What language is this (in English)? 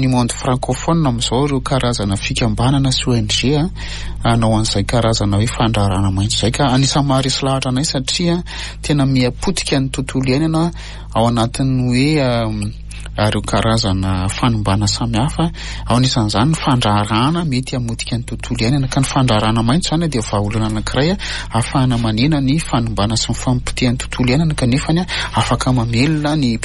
Malagasy